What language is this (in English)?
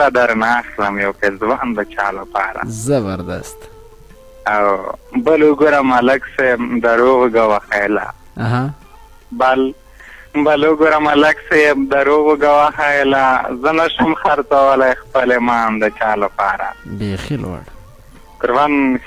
Pashto